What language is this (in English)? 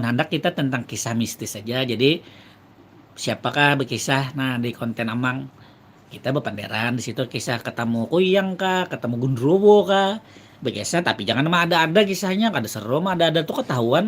Banjar